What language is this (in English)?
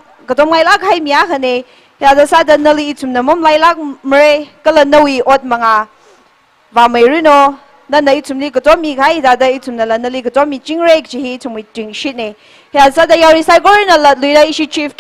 Tangkhul Naga (India)